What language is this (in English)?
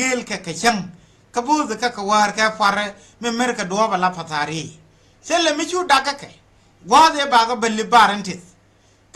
Nuer